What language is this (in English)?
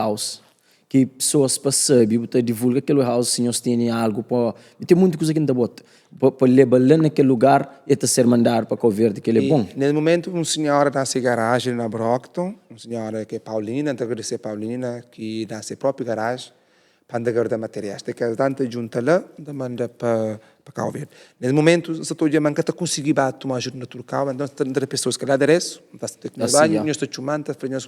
Kabuverdianu